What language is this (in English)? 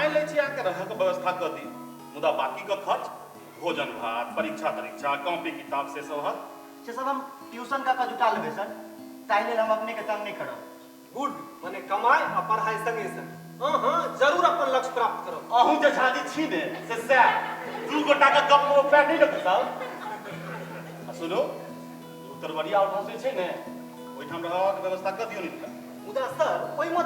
Maithili